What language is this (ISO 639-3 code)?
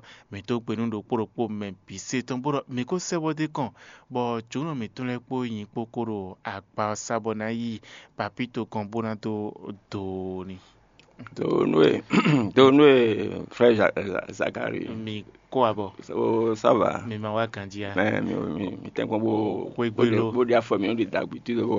fon